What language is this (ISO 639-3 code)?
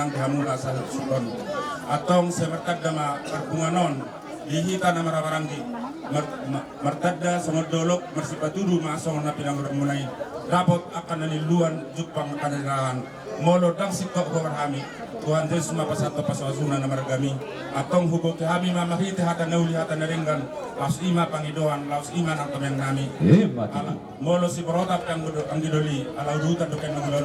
bbc